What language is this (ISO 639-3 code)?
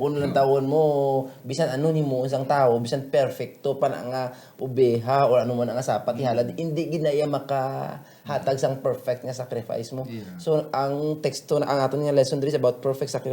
hil